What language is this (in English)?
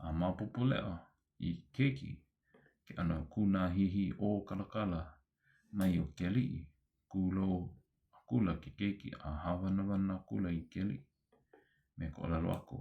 Hawaiian